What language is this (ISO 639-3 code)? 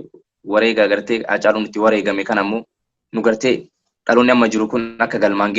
orm